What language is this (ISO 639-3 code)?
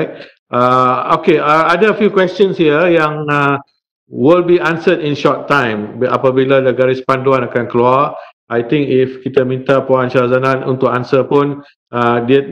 msa